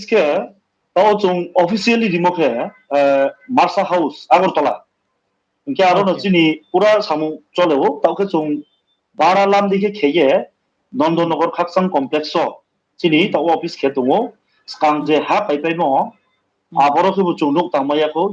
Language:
Riang (India)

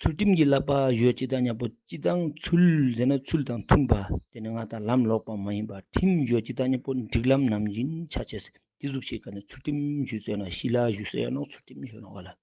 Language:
Ladakhi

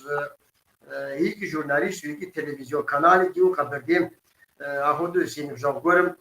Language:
Kabardian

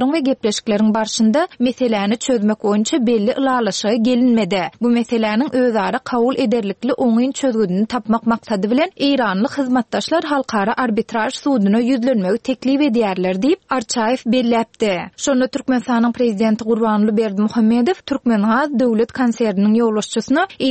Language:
Turkmen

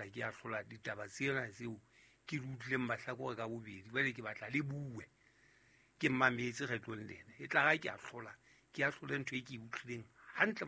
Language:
Southern Sotho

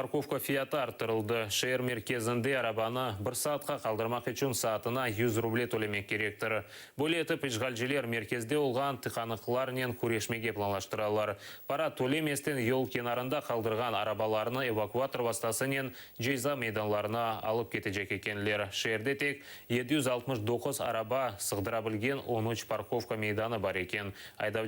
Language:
Crimean Tatar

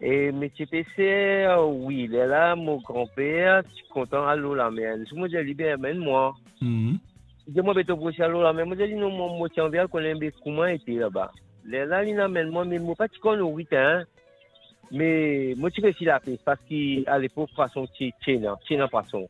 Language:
Morisyen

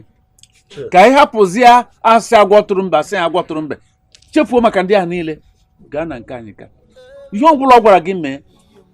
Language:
Igbo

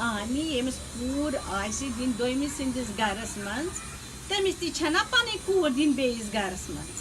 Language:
Kashmiri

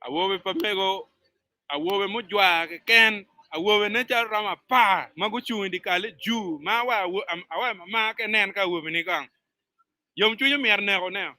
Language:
Acoli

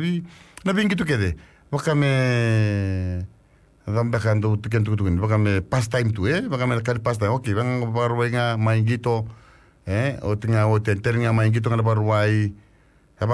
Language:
Fijian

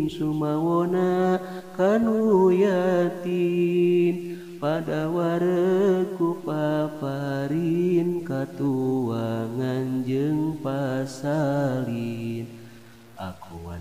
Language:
Sundanese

